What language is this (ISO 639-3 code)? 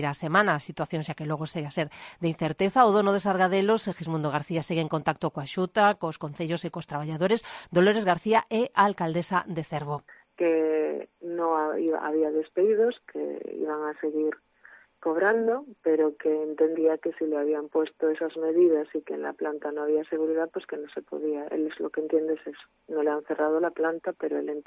glg